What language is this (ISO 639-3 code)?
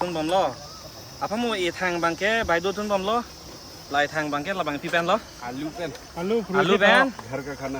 mjw